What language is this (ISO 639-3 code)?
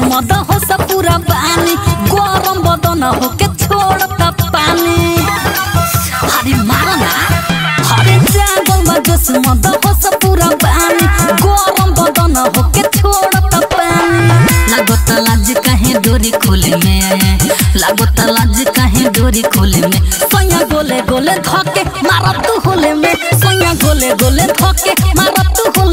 bho